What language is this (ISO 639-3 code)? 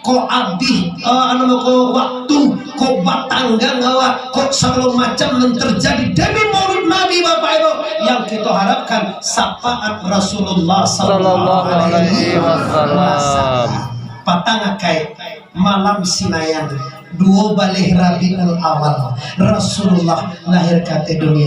min